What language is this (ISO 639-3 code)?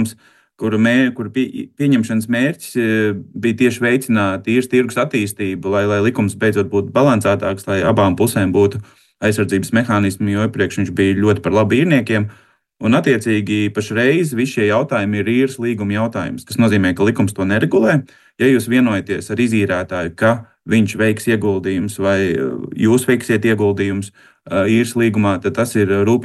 lav